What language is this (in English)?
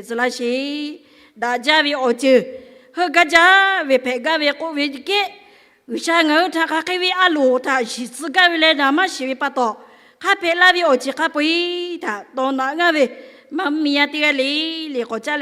Lahu